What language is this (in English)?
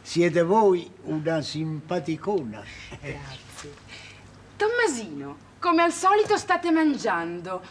Neapolitan